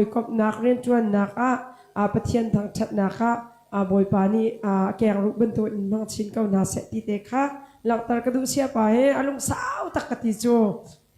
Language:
Hakha Chin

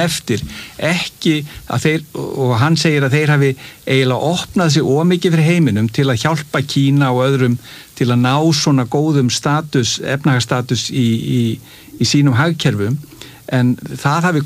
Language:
Icelandic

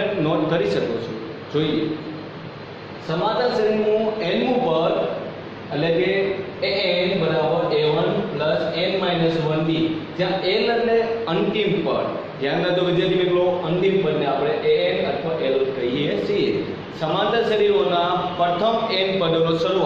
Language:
Gujarati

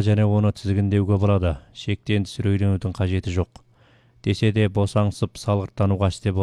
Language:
Kazakh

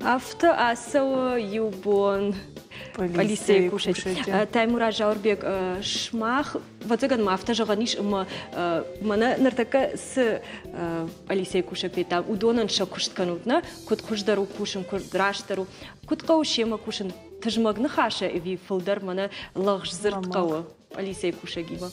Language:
Ossetic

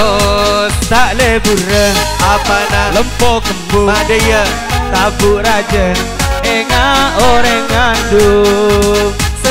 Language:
Madurese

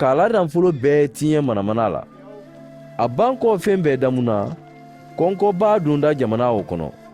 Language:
Mandingo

